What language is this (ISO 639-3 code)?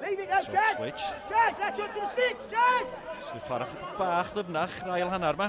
cym